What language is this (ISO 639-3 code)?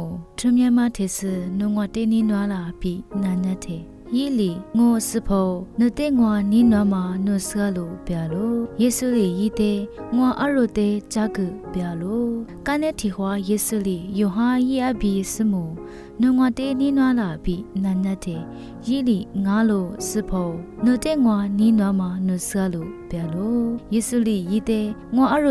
lis